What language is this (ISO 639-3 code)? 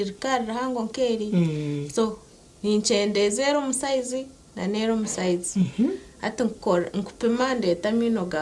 nyn